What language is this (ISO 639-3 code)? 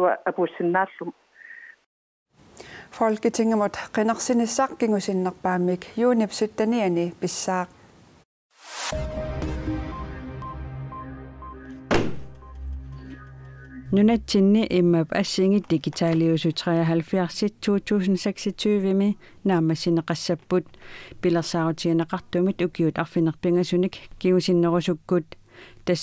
kal